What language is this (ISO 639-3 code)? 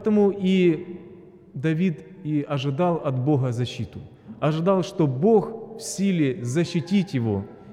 rus